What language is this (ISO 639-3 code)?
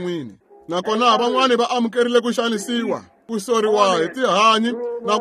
tso